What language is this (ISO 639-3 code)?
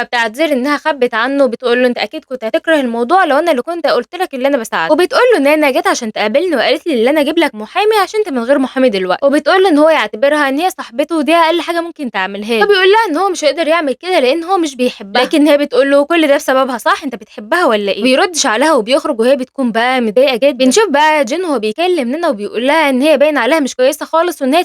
arz